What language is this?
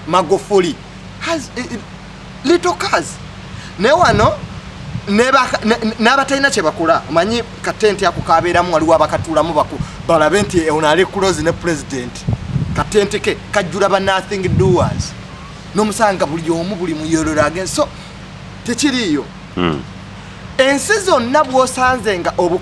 Ganda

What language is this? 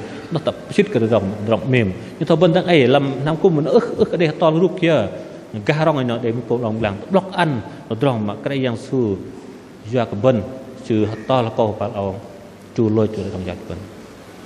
Bahnar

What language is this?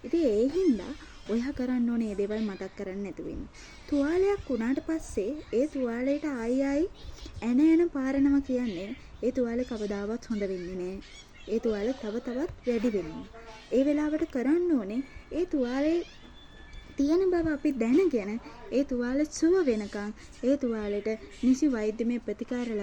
Sinhala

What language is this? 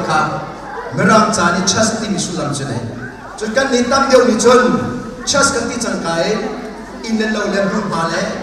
Hakha Chin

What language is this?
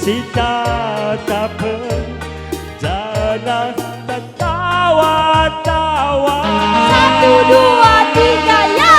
Batak Karo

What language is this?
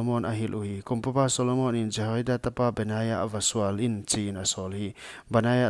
Paite Chin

